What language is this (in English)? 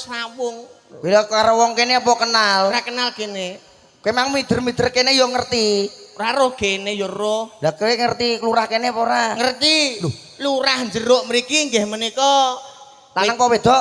Javanese